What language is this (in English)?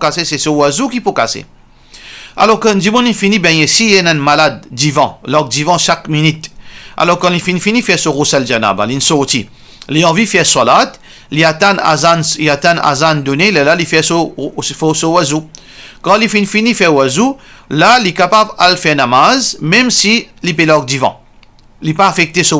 Morisyen